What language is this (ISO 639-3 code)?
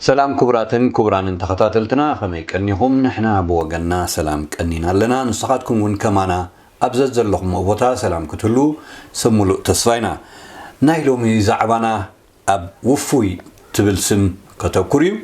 tir